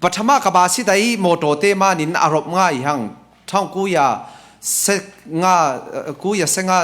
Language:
Falam Chin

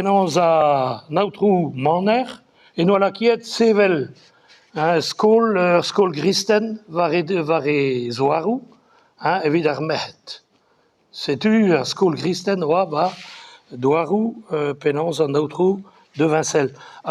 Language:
Breton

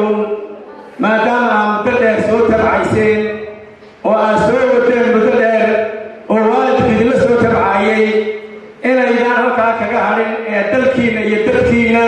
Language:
Somali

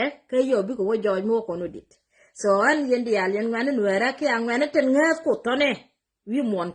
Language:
Nuer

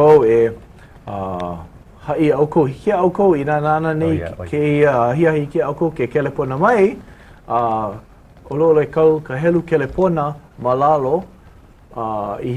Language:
Hawaiian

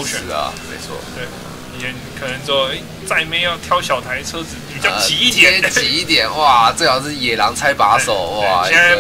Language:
Chinese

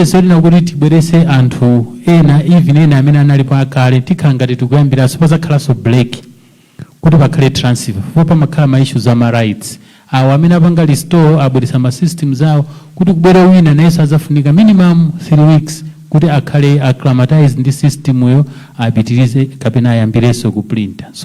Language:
Nyanja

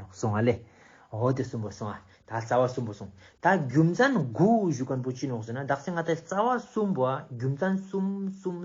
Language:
Ladakhi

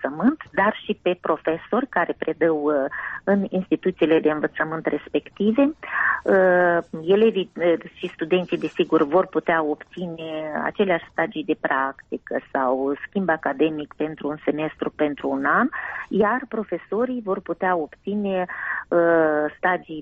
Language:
Romanian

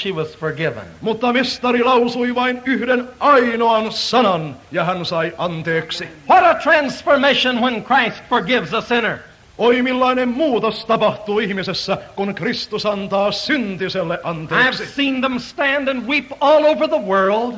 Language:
Finnish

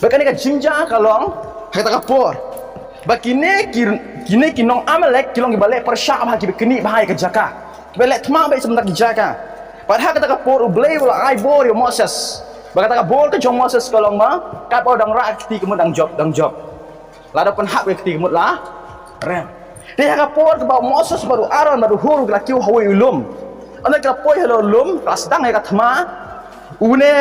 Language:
Khasi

